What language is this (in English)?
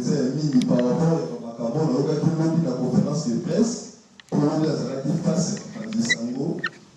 Lingala